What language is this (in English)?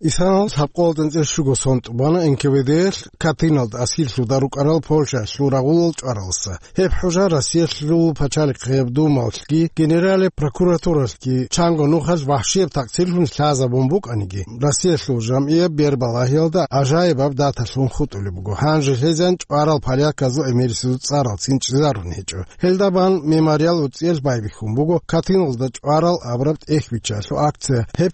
Avaric